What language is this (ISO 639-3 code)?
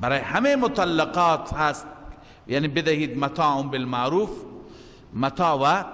fas